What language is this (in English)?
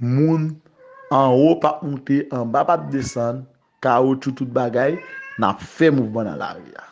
Haitian Creole